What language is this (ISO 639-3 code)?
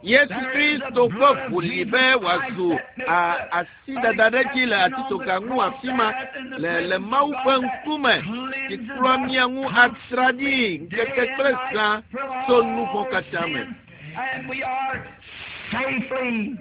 ewe